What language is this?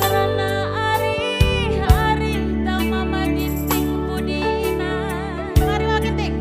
Batak Karo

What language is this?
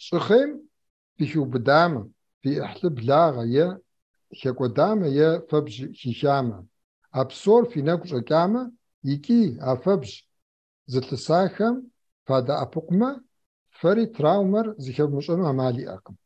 Kabardian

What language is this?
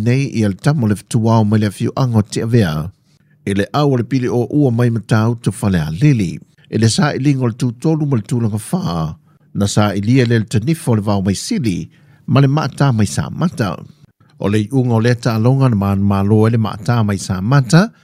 Samoan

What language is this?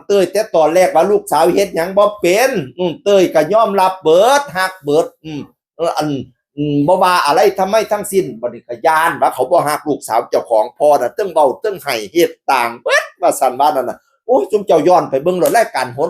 Northeastern Thai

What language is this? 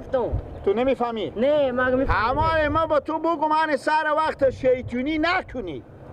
Persian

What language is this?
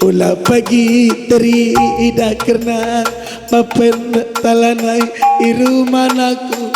Batak Karo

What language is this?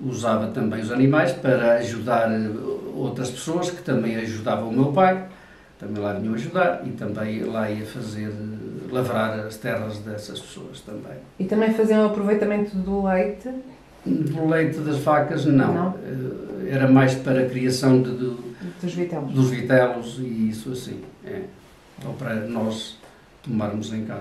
Portuguese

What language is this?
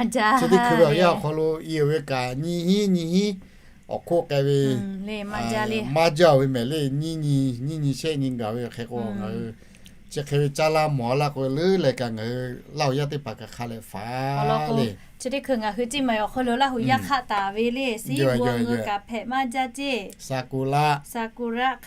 Lahu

